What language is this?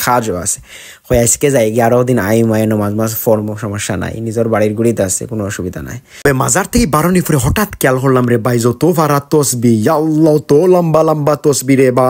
Sylheti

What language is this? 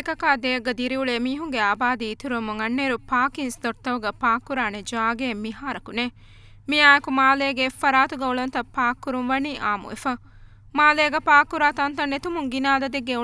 Divehi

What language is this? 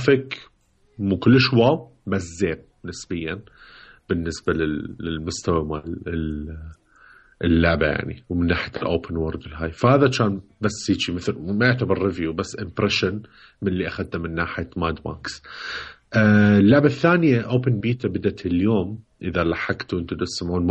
Mesopotamian Arabic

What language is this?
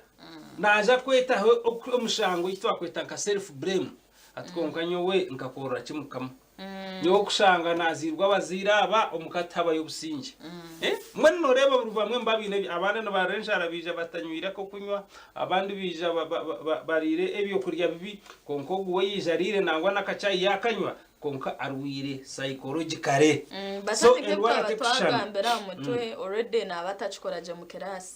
Nyankole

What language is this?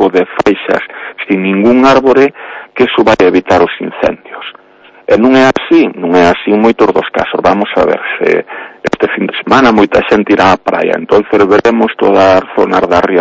Galician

